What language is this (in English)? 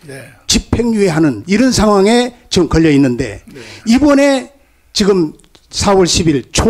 Korean